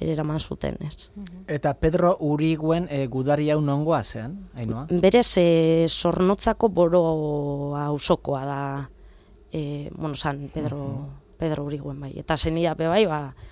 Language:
Basque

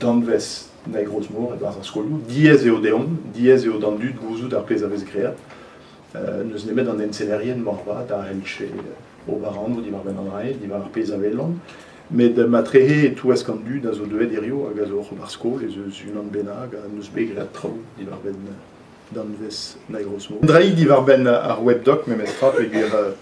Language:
Breton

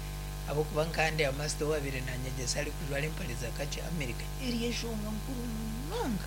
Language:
Nyankole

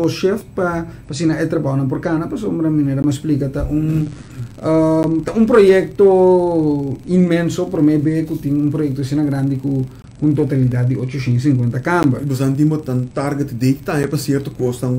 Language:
Papiamento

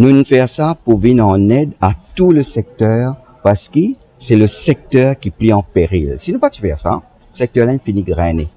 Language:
Morisyen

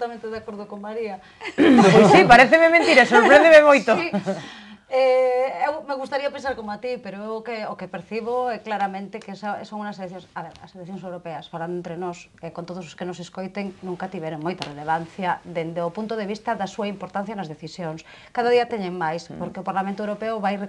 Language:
Galician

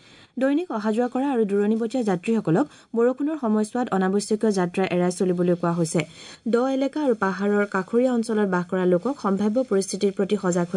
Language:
Assamese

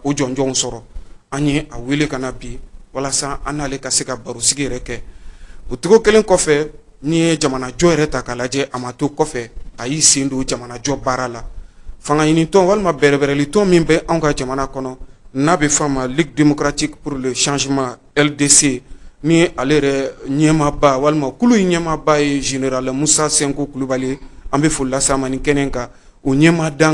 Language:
Bambara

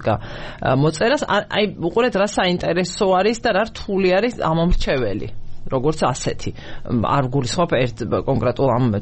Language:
Georgian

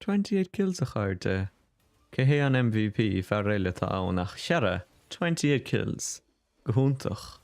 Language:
Irish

